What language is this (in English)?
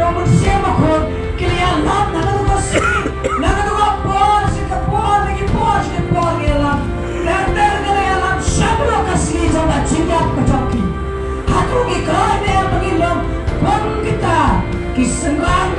Khasi